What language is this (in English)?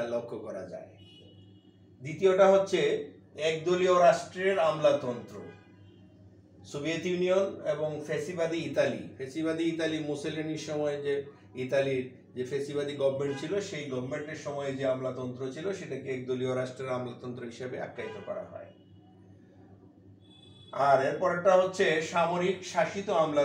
Bangla